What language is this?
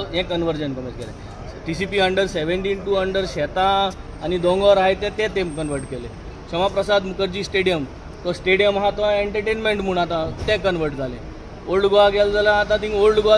Konkani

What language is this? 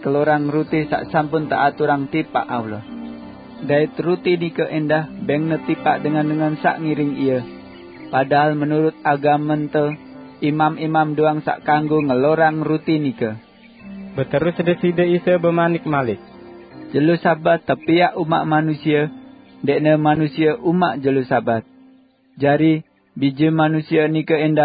Sasak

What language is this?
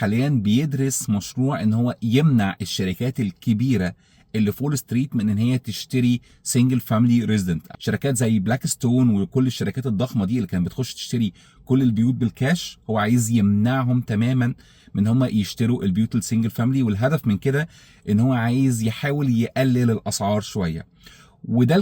Egyptian Arabic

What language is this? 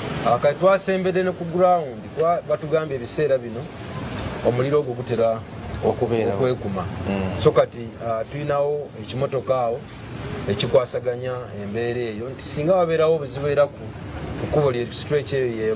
Ganda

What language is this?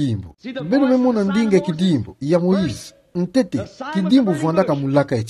Kituba (Democratic Republic of Congo)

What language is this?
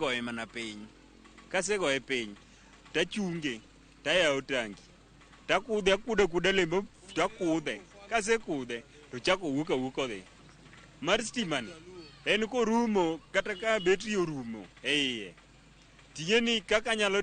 Luo (Kenya and Tanzania)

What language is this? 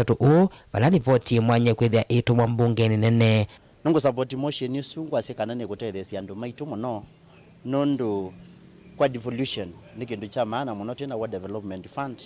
Kamba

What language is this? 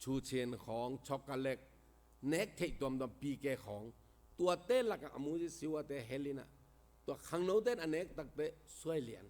Tedim Chin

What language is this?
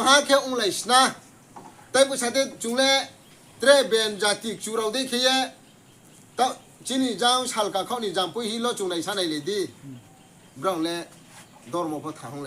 Riang (India)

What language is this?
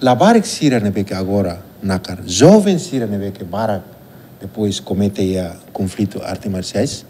Tetum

